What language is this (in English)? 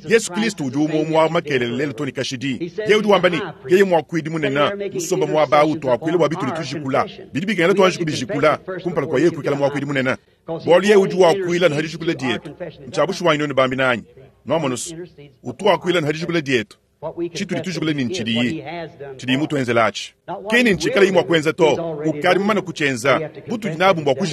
Luba-Lulua